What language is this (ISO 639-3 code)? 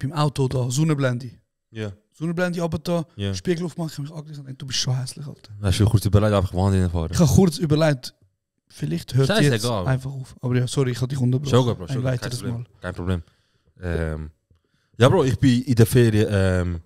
gsw